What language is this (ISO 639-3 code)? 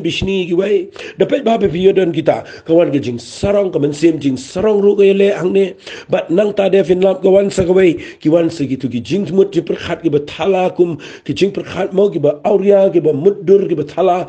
kha